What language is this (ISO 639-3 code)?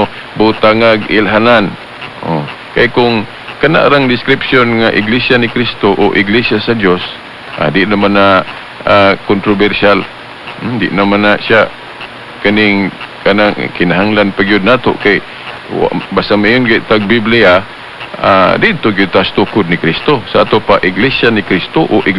ceb